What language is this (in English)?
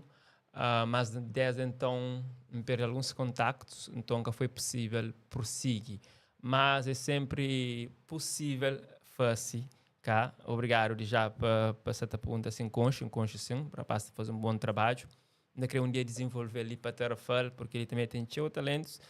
Kabuverdianu